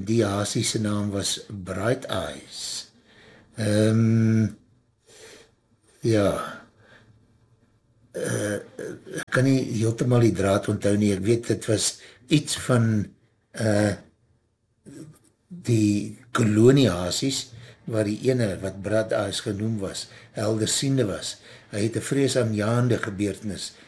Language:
Afrikaans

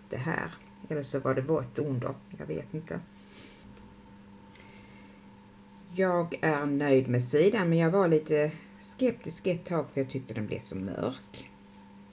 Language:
Swedish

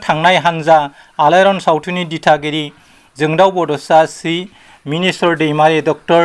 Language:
Bodo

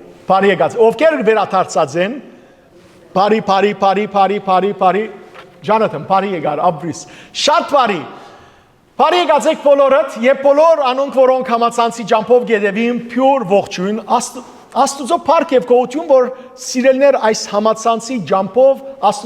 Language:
Western Armenian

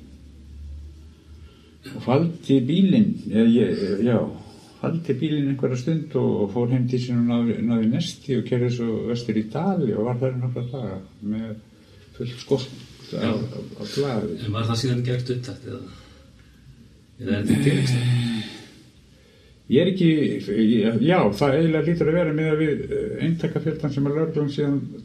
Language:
Icelandic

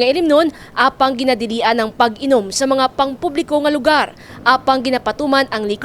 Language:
Hiligaynon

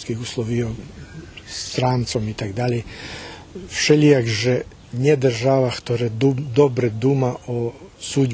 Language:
Rusyn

